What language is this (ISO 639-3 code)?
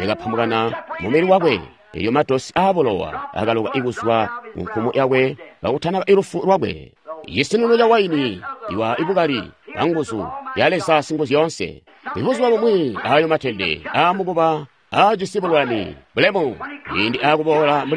toi